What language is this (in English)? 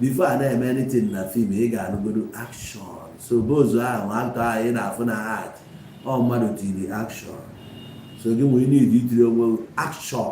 Igbo